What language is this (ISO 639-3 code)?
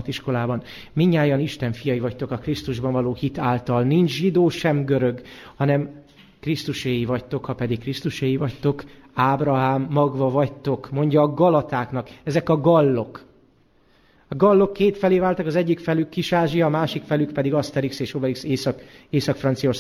hun